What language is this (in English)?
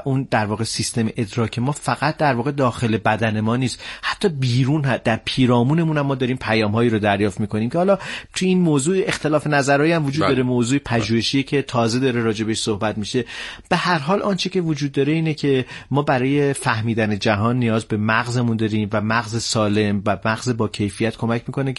Persian